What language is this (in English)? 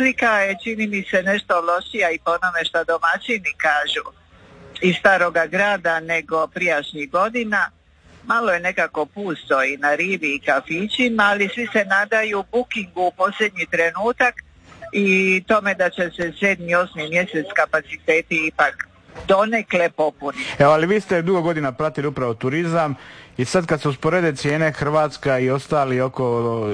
Croatian